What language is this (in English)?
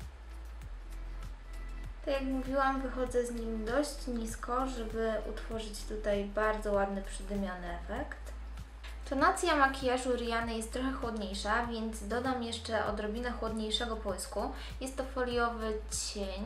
Polish